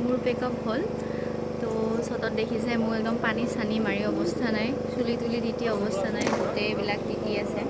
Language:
Assamese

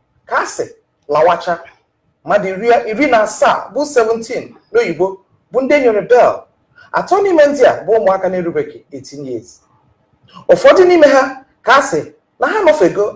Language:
Igbo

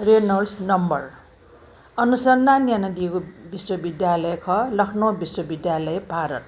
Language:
Newari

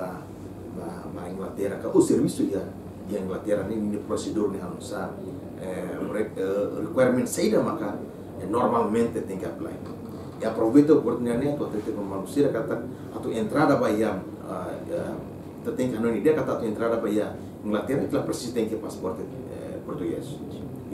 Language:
Tetum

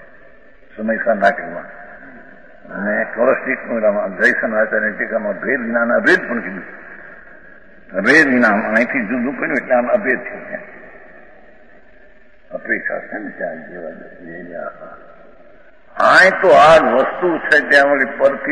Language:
Gujarati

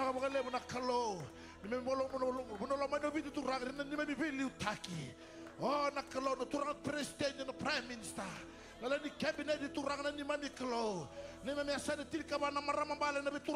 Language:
Fijian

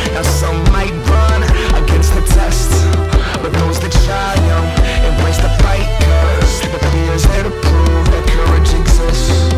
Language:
English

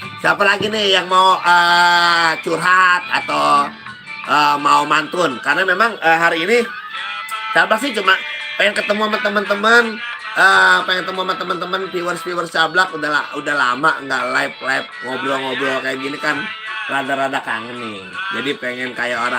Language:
Betawi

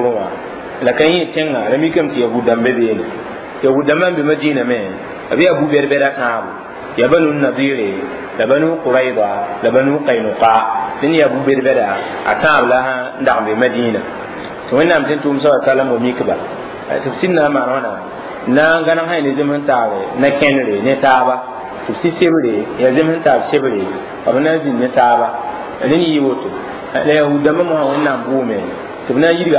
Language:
Mossi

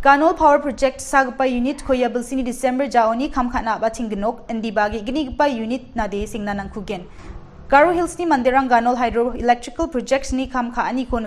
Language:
Garo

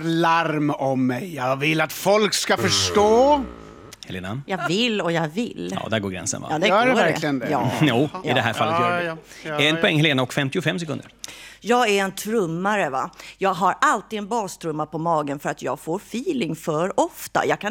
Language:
Swedish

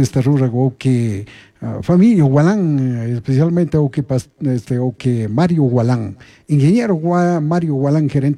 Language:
Chimborazo Highland Quichua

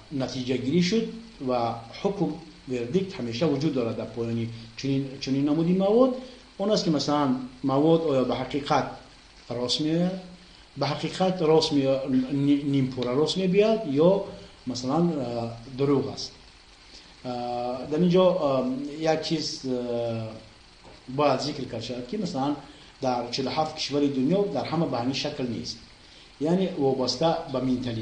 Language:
Tajik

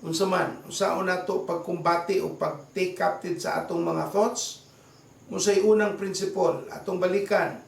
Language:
Cebuano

